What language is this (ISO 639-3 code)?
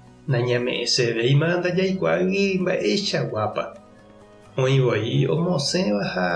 grn